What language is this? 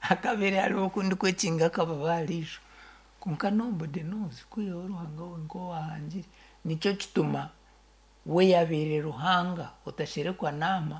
Nyankole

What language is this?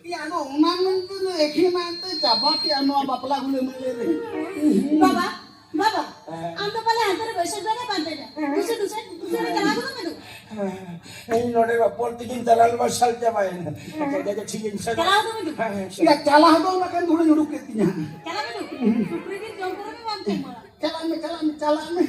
Santali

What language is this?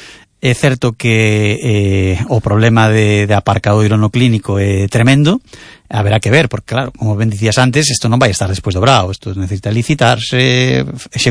Galician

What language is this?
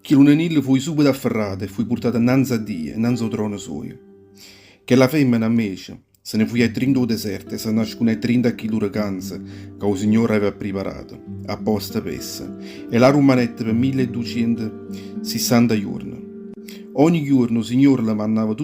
Neapolitan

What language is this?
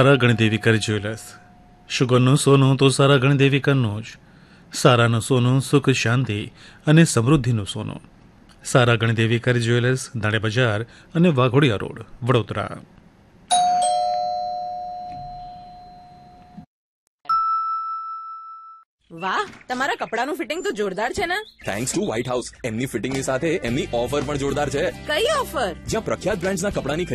Gujarati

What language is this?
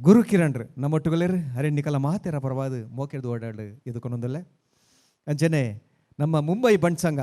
Tulu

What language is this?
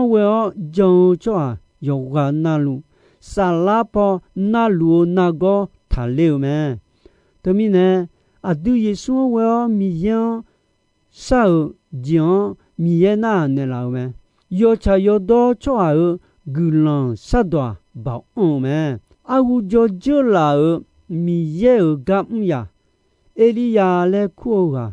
Akha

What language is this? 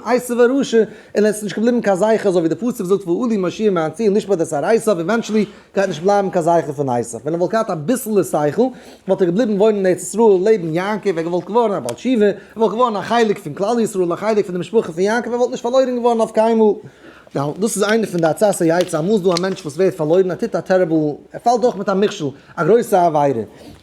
Yiddish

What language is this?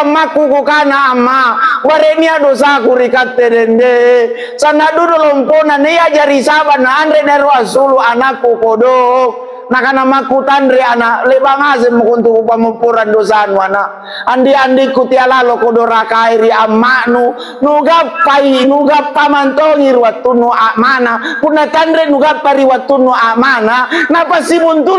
Makasar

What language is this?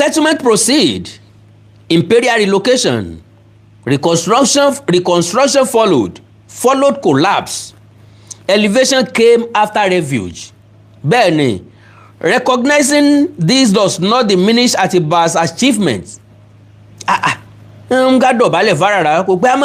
Yoruba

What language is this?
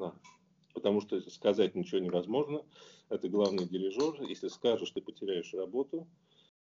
Russian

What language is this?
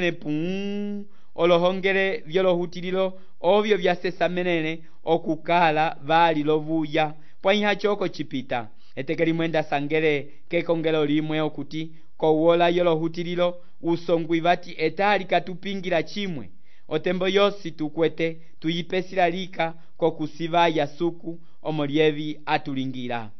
Umbundu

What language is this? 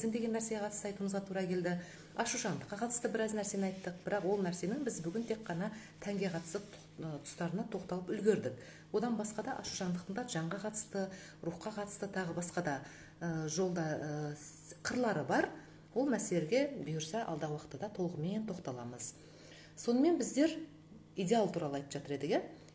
Kazakh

